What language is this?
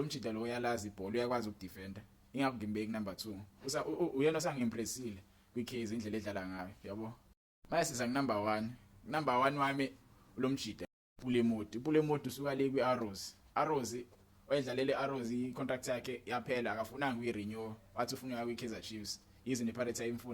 Zulu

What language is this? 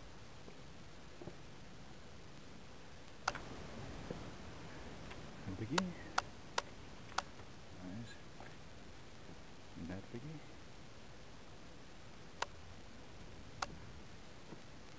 Icelandic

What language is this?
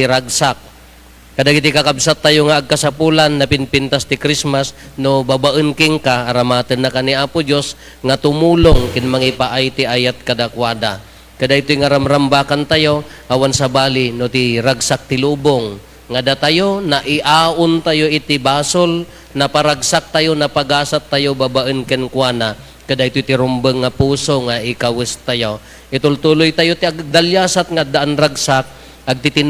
Iloko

